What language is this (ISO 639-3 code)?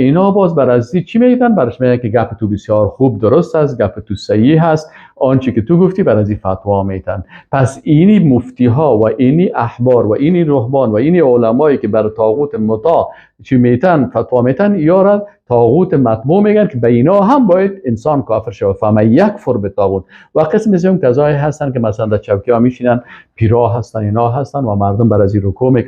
fas